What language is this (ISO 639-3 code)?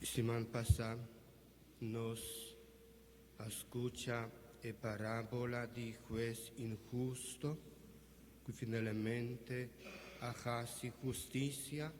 pap